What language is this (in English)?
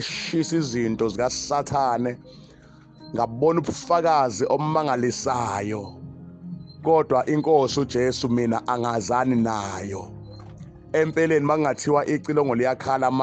Zulu